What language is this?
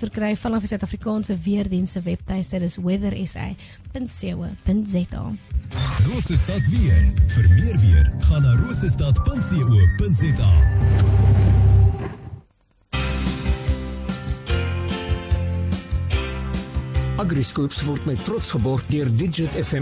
Afrikaans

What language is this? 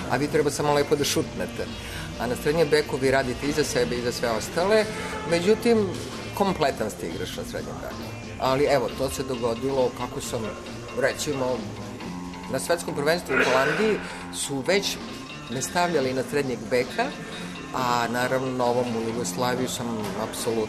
Serbian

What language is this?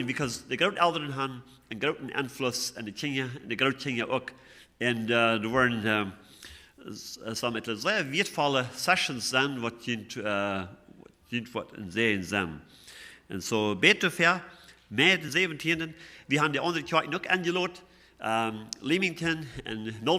Plautdietsch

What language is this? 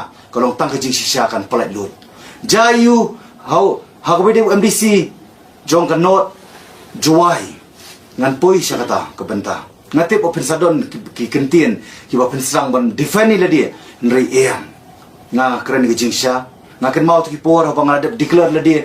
Khasi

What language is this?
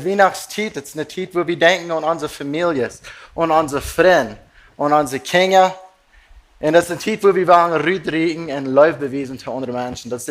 Plautdietsch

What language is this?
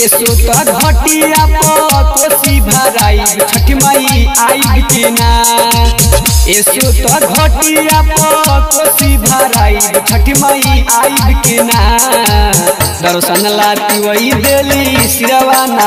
Bhojpuri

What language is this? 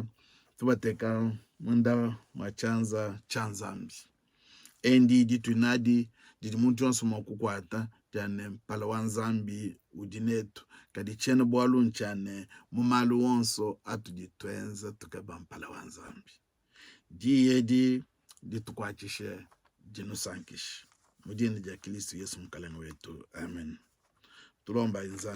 Luba-Lulua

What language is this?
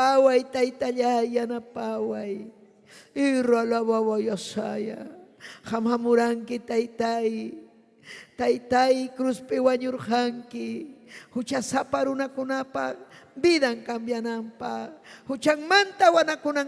Ayacucho Quechua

